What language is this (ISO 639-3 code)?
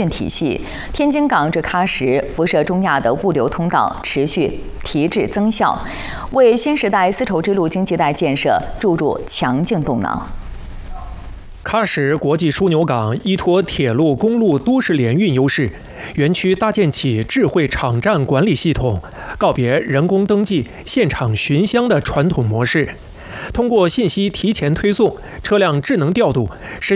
zho